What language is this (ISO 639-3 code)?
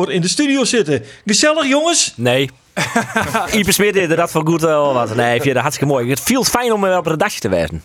fry